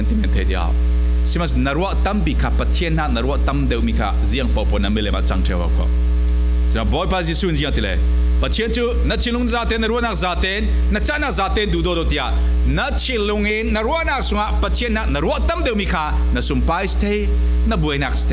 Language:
Falam Chin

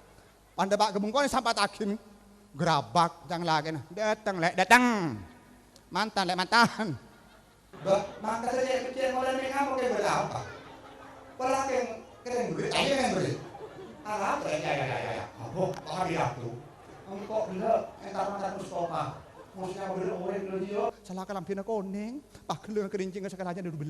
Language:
Madurese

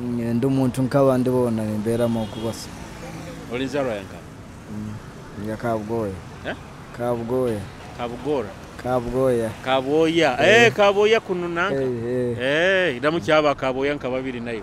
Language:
Nyoro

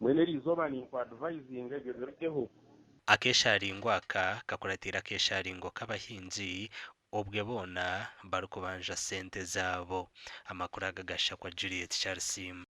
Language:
Nyankole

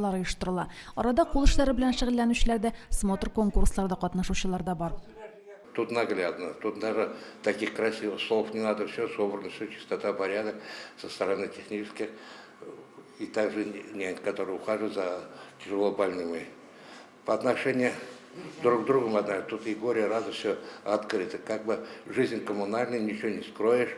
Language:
Tatar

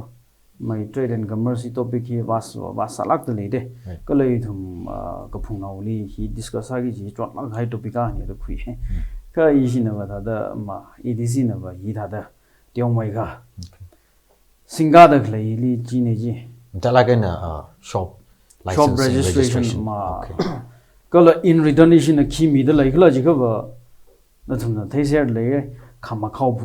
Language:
Tangkhul Naga (India)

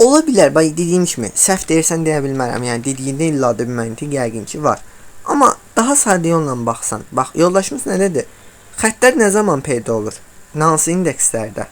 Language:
Azerbaijani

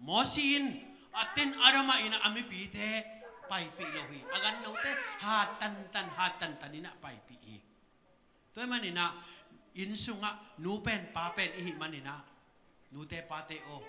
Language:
Tedim Chin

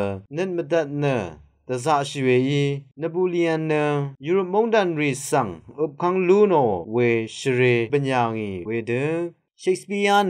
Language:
Rawang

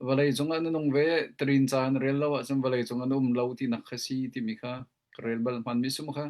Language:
Hakha Chin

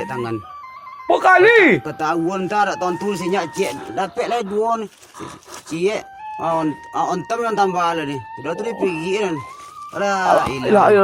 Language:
Minangkabau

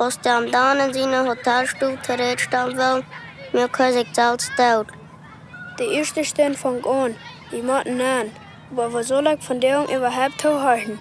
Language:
Plautdietsch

